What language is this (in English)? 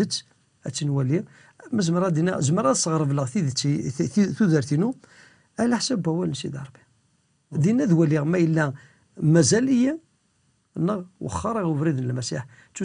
Kabyle